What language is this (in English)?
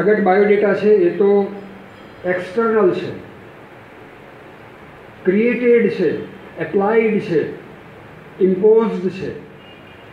Gujarati